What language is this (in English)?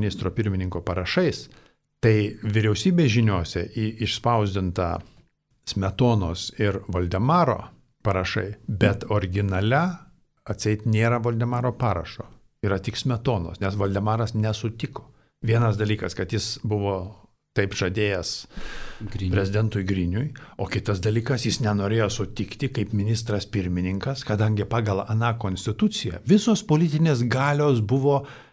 Lithuanian